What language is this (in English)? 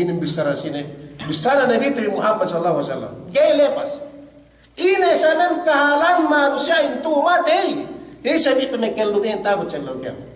Yakan